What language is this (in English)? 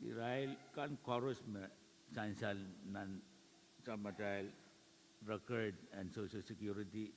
Pohnpeian